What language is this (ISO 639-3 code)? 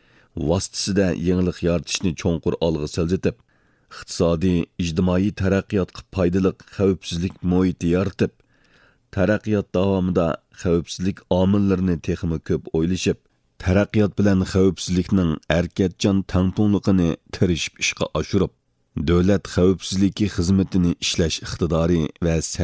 uig